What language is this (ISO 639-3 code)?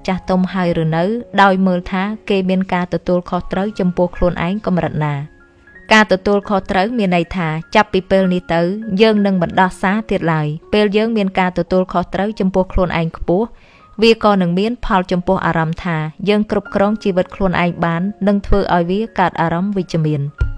khm